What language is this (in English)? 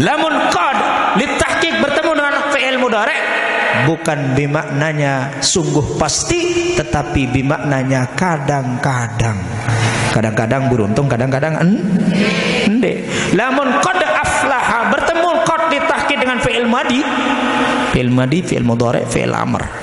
Sasak